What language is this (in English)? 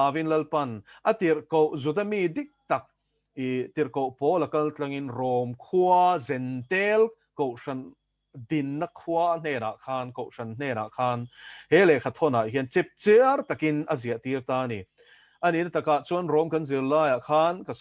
Mizo